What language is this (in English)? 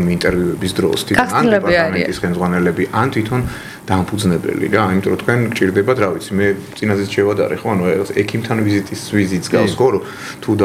Georgian